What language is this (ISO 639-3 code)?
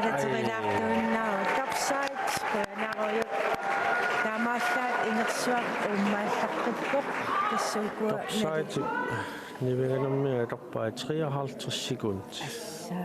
kal